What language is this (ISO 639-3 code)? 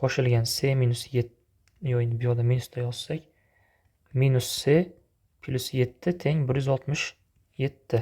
uzb